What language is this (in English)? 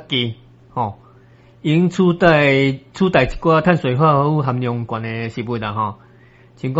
Min Nan Chinese